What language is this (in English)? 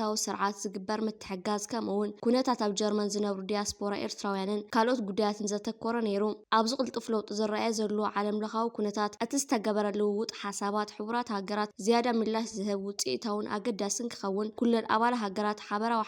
Tigrinya